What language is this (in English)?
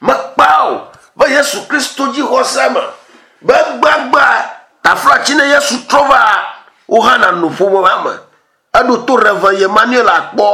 Ewe